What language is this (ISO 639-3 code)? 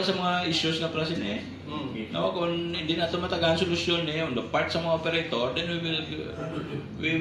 hil